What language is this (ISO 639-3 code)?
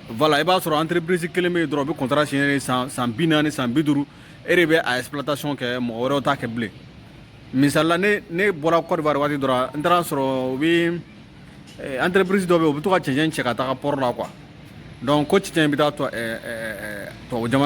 bam